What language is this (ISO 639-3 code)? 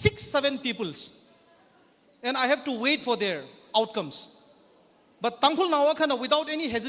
nmf